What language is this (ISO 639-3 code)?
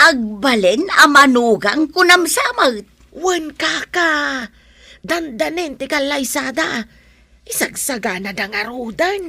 ilo